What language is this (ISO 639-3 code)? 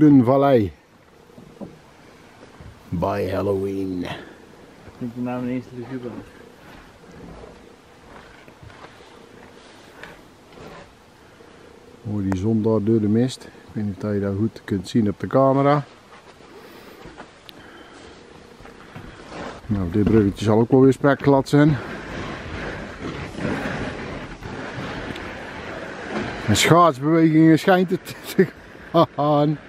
nld